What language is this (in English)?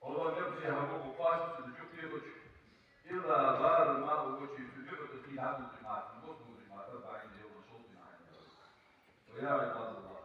Ingush